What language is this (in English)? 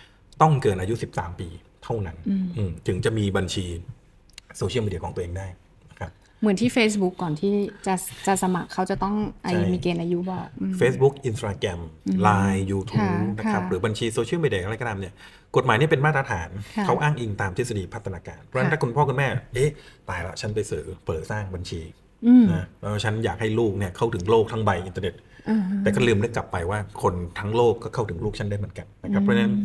Thai